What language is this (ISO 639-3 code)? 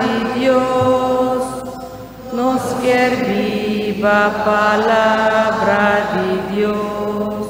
pap